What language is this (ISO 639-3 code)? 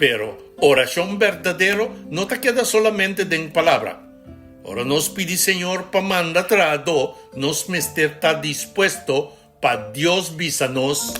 pap